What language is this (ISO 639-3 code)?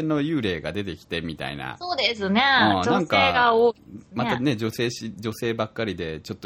jpn